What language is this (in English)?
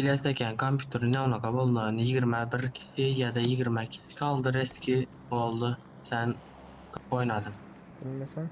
Turkmen